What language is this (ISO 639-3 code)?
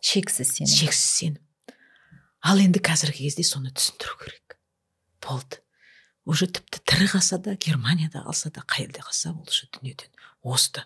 kaz